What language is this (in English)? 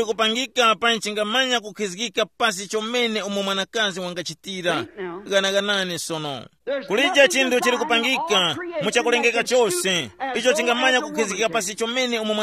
Tumbuka